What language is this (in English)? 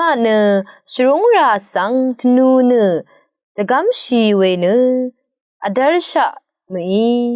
Rawang